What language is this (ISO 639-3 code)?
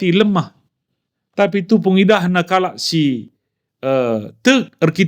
btx